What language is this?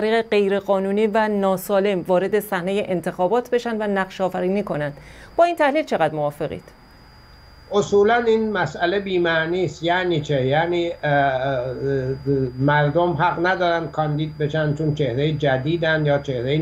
Persian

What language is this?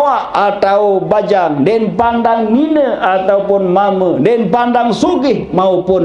Sasak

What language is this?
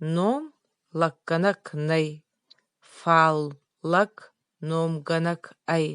Ossetic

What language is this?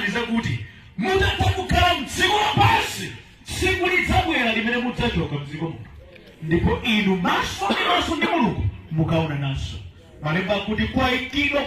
Nyanja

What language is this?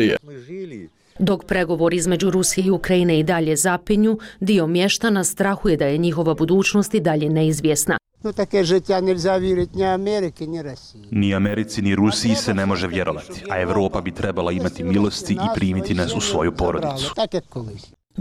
Bosnian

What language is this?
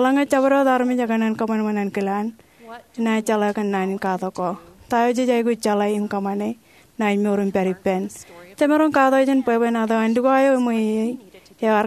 Marshallese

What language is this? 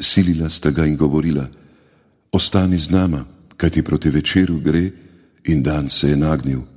Slovenian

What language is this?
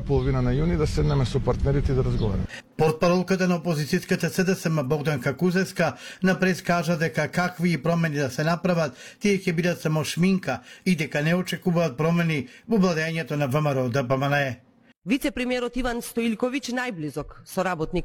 Macedonian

